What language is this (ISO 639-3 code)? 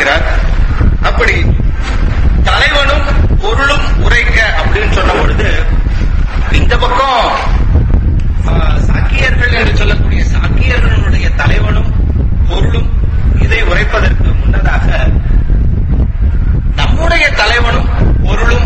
tam